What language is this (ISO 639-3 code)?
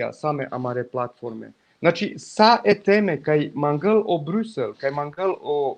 rmn